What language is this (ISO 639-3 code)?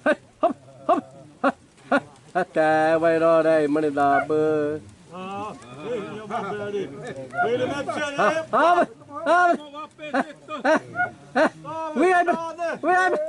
xav